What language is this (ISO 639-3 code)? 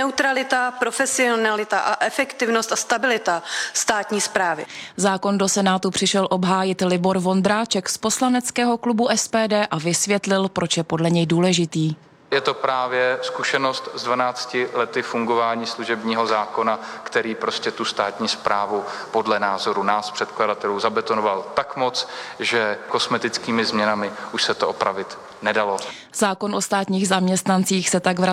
ces